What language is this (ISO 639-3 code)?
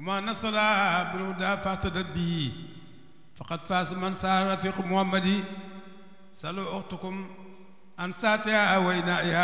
wol